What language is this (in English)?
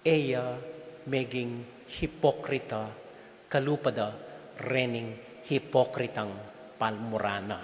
Pampanga